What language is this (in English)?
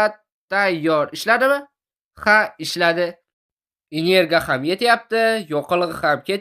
Uzbek